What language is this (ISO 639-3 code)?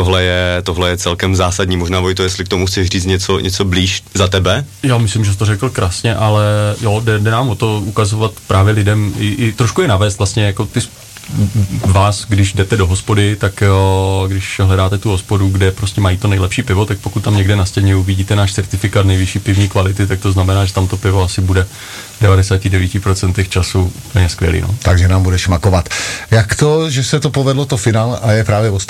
ces